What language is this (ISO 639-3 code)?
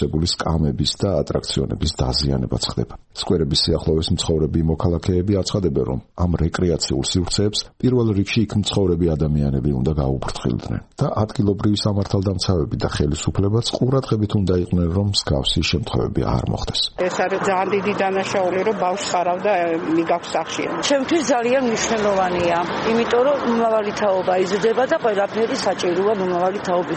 kat